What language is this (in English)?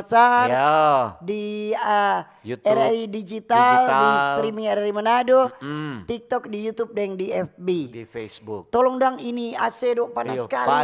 Manado Malay